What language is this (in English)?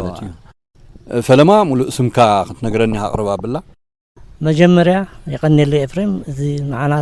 Tigrinya